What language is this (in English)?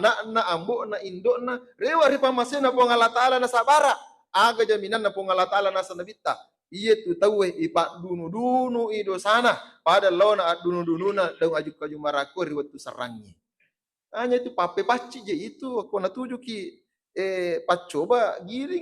Buginese